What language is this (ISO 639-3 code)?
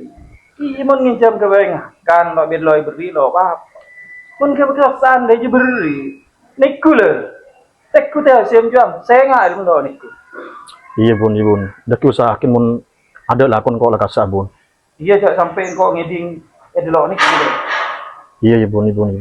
mad